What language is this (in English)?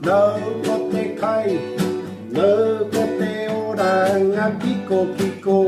Māori